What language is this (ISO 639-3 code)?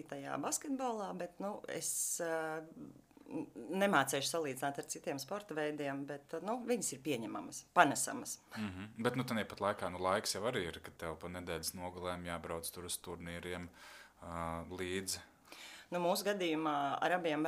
lav